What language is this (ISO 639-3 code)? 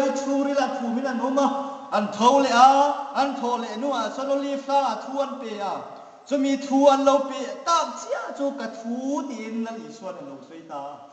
hmr